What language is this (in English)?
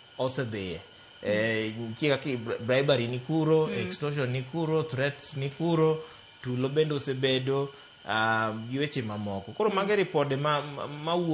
Luo (Kenya and Tanzania)